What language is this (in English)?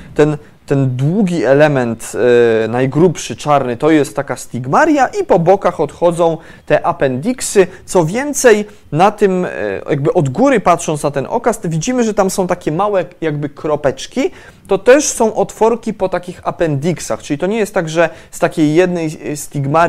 Polish